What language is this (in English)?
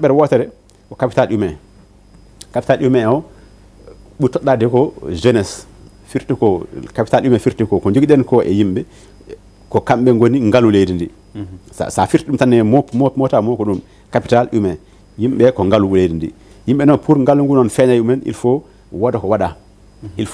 Fula